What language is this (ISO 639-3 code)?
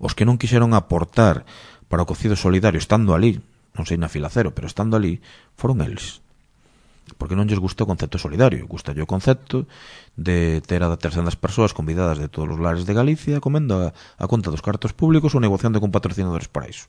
glg